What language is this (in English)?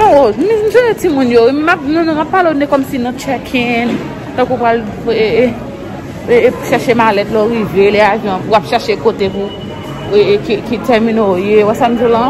Haitian Creole